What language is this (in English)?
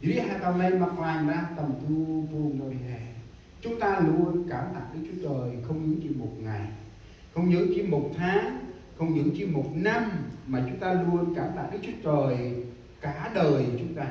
Central Mnong